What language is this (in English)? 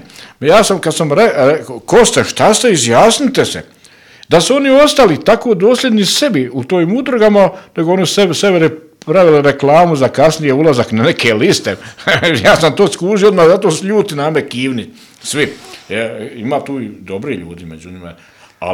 Bosnian